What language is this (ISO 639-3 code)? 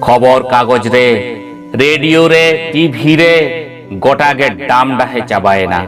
sat